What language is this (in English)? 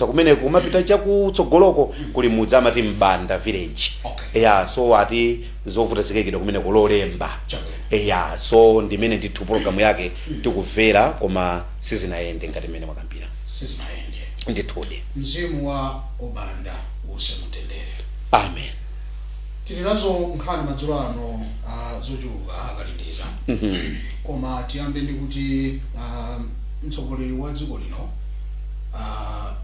Nyanja